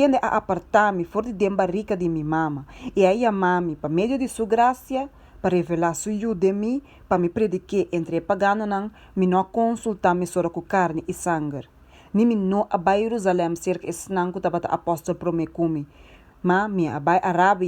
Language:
Papiamento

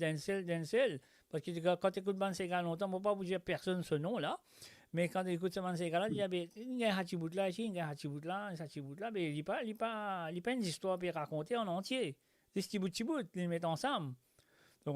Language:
Morisyen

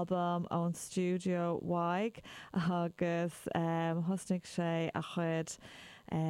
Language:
Irish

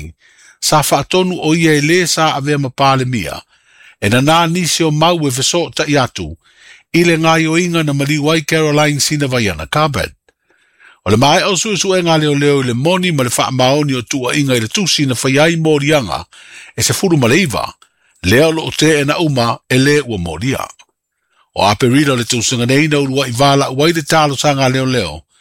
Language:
Samoan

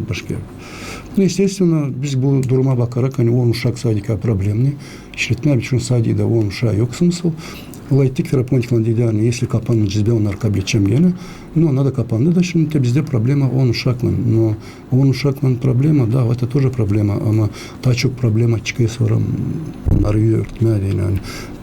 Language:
Gagauz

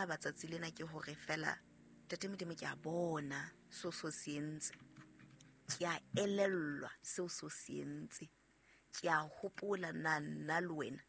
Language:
Southern Sotho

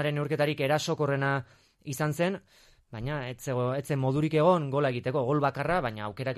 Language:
Basque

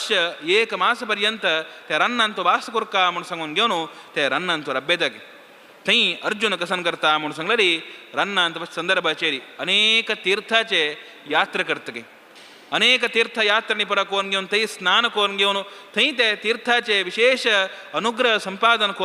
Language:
Konkani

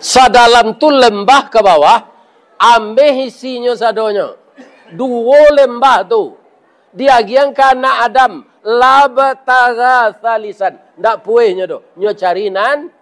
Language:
Minangkabau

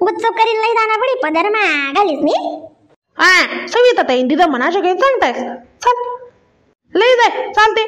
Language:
Khandesi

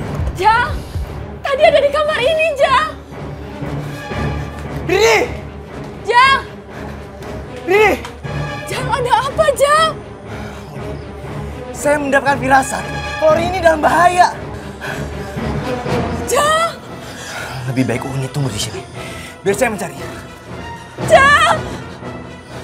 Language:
Indonesian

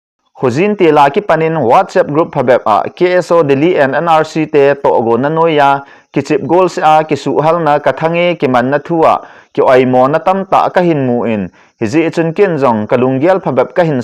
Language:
Thado Chin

